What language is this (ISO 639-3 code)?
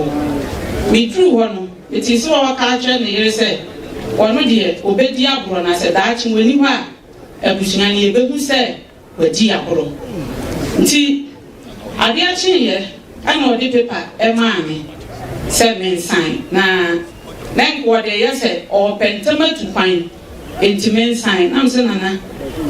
aka